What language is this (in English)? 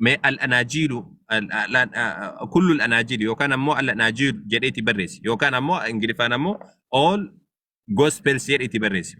Oromo